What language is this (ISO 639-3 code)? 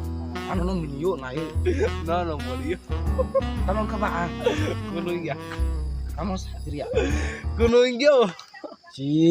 trp